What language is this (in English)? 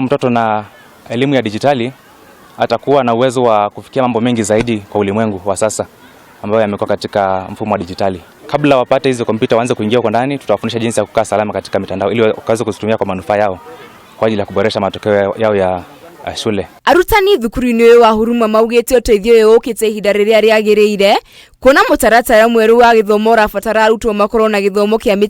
Kikuyu